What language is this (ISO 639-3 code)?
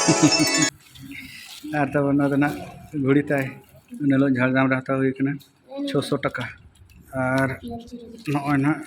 sat